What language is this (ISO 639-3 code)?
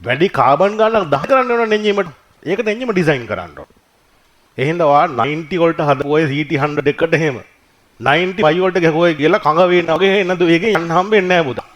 sin